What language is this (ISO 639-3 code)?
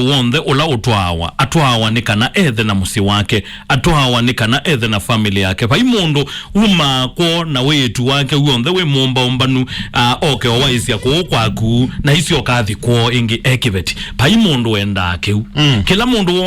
kam